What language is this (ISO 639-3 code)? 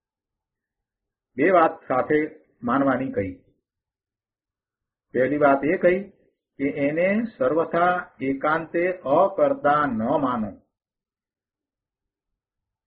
guj